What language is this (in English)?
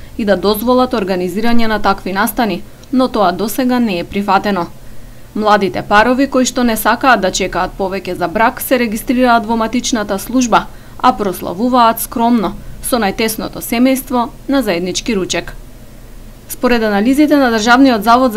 Macedonian